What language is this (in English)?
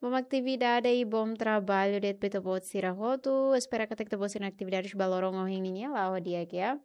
Tetum